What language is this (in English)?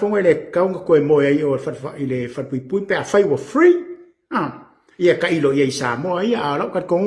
Samoan